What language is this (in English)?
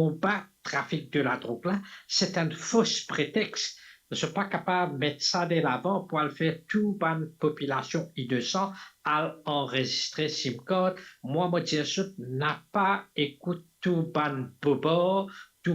Morisyen